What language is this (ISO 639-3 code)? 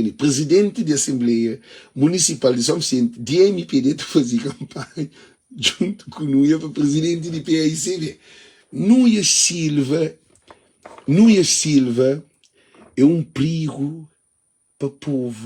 kea